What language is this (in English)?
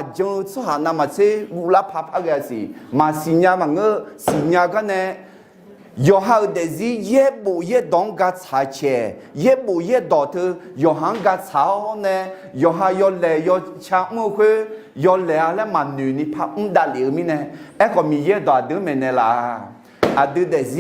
Akha